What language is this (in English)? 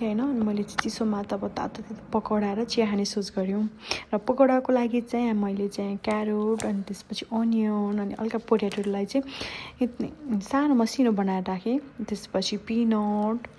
Nepali